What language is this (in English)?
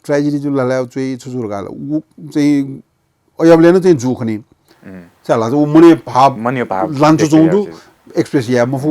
Newari